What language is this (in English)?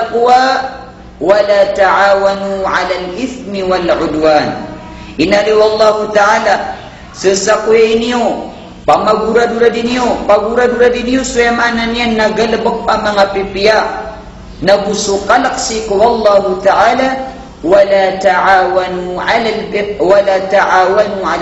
Maranao